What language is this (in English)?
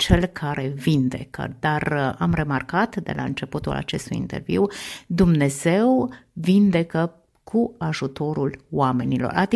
Romanian